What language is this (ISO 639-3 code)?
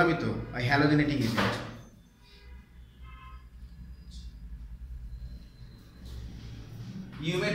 ben